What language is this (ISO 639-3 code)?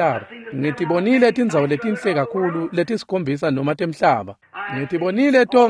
ssw